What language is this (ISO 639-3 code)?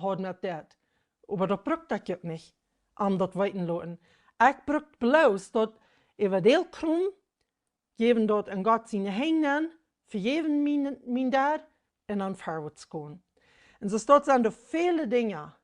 pdt